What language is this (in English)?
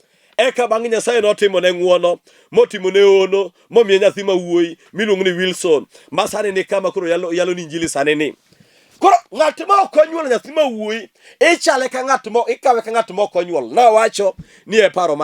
Luo (Kenya and Tanzania)